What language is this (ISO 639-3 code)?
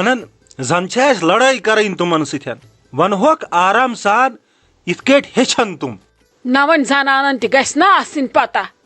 kas